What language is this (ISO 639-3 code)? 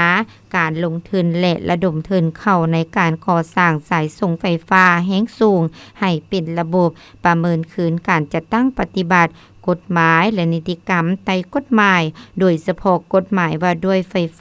lao